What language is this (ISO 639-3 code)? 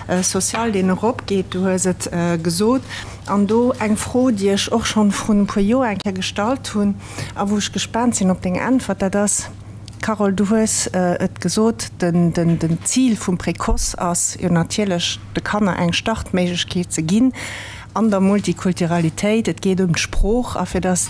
ltz